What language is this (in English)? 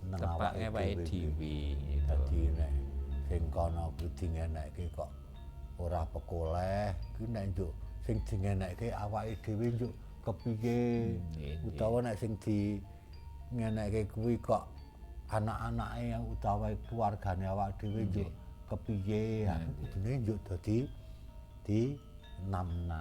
Javanese